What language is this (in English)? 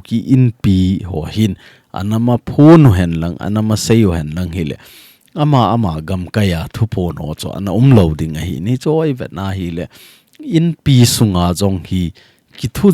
Thado Chin